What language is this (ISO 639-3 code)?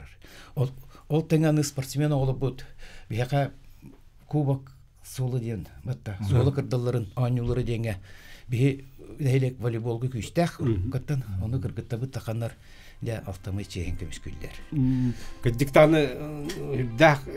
sah